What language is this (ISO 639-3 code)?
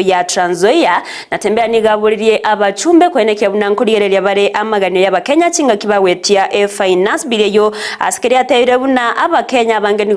guz